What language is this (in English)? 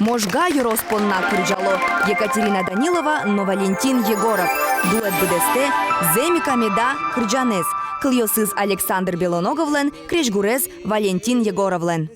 Udmurt